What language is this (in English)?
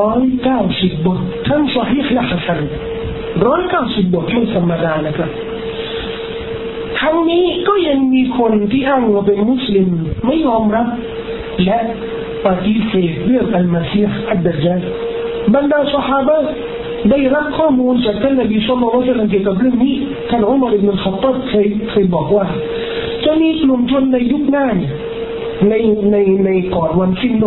Thai